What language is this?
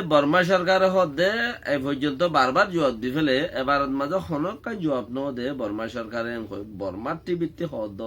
Rohingya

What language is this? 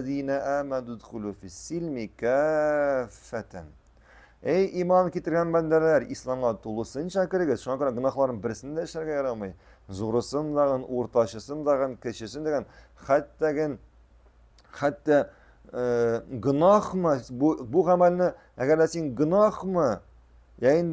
Tatar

